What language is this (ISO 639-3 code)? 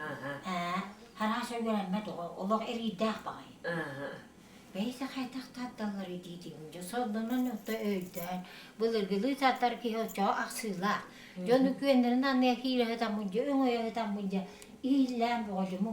sah